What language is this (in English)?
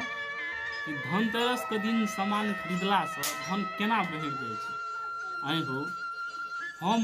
Maithili